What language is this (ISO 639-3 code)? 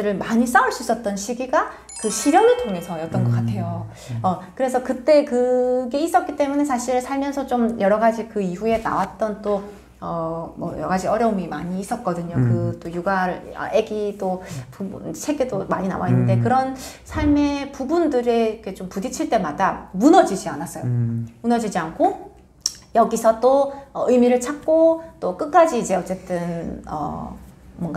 kor